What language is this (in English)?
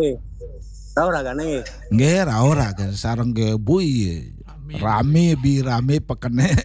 Balinese